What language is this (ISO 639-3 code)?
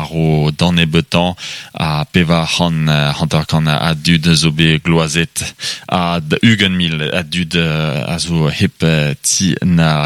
bre